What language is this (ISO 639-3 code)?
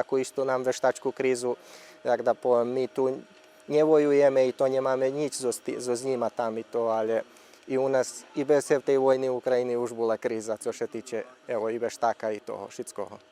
rue